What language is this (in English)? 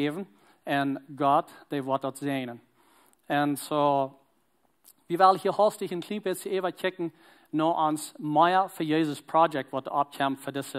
Plautdietsch